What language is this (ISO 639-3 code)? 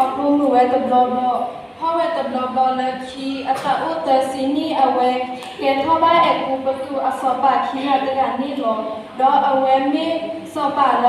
ksw